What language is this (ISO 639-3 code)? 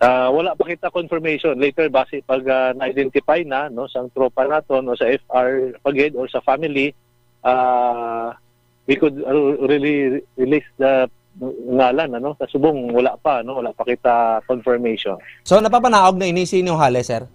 hil